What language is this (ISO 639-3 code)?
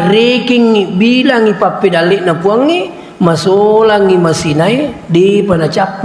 bug